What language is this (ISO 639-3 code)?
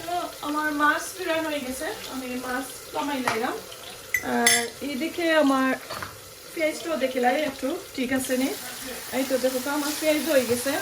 syl